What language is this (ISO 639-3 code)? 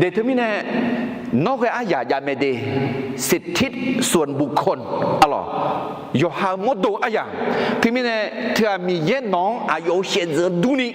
ahk